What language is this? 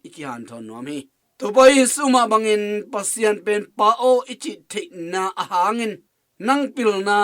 Tedim Chin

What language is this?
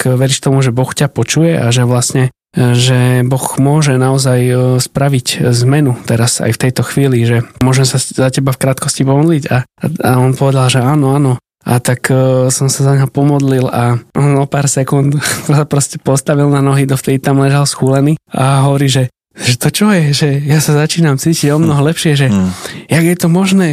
Slovak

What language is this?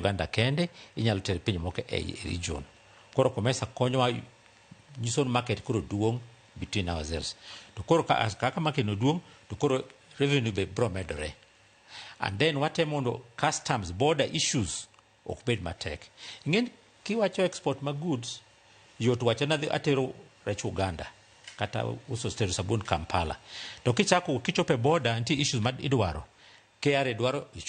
Luo (Kenya and Tanzania)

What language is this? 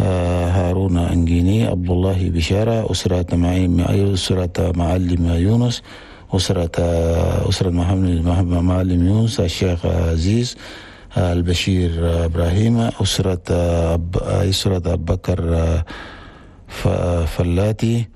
Chadian Arabic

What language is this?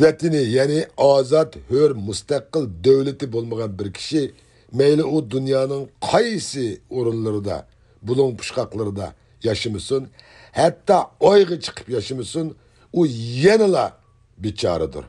Uyghur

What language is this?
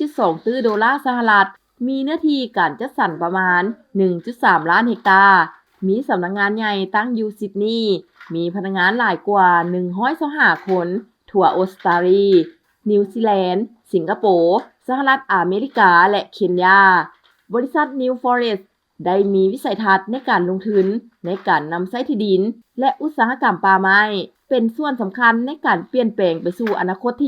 Lao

